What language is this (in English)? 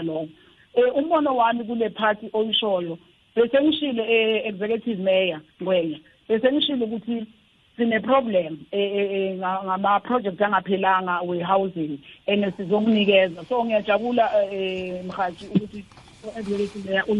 South Ndebele